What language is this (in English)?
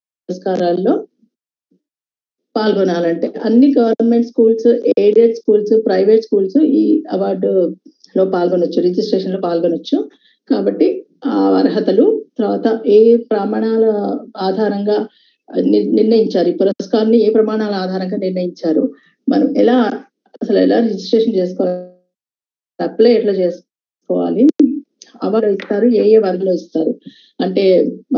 Telugu